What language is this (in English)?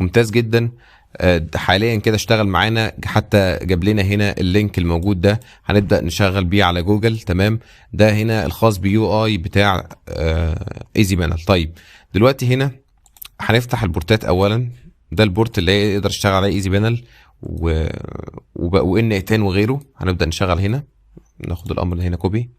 Egyptian Arabic